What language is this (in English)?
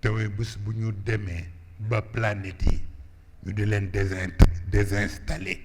Wolof